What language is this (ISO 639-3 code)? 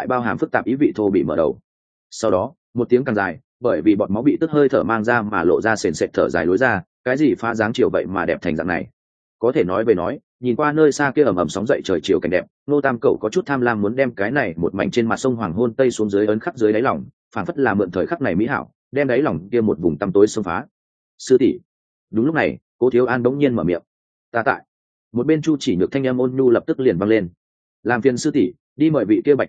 vie